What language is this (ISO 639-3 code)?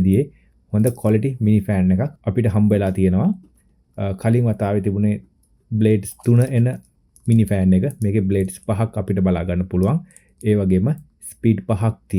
sin